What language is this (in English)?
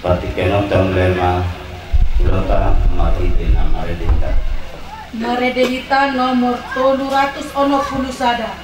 Batak Toba